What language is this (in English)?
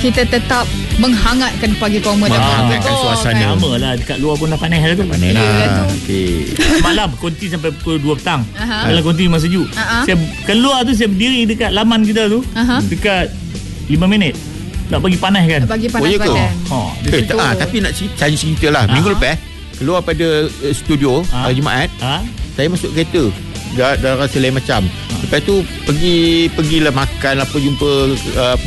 Malay